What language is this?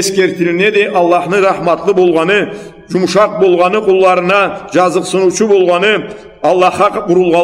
Karachay-Balkar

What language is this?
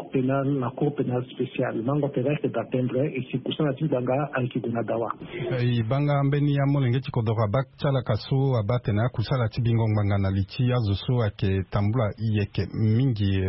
Sango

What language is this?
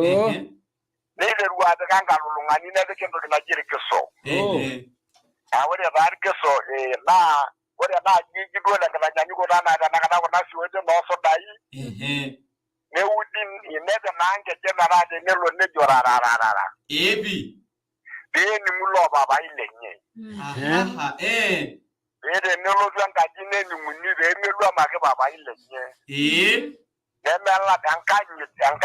Masai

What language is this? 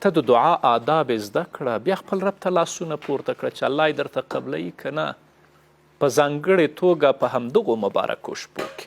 Pashto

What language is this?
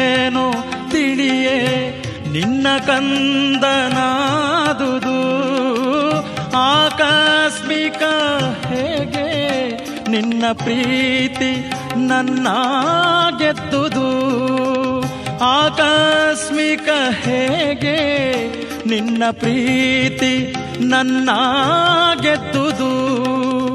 Kannada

